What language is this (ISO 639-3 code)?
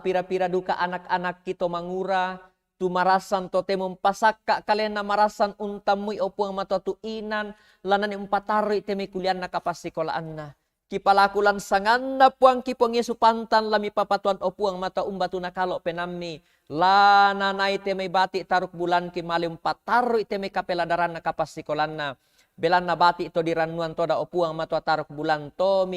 sda